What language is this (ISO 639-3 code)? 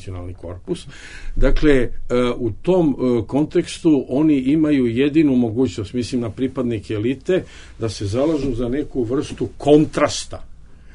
bos